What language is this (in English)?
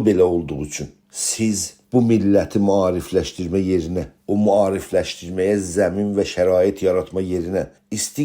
South Azerbaijani